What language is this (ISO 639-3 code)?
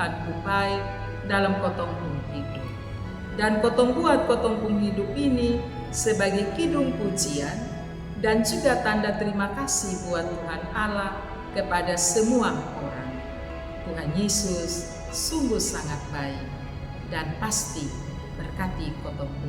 mkn